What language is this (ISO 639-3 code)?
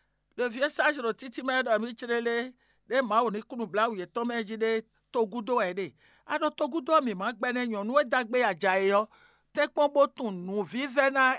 fon